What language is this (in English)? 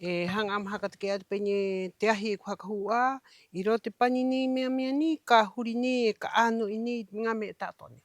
Rapanui